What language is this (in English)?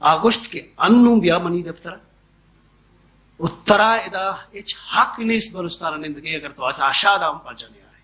Baluchi